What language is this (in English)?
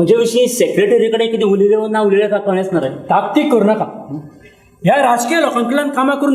Konkani